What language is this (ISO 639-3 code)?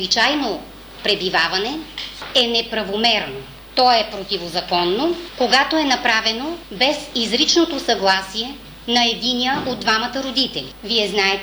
bul